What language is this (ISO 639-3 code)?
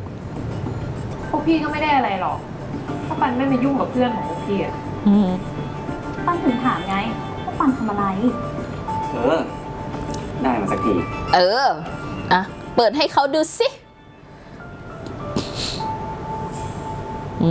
tha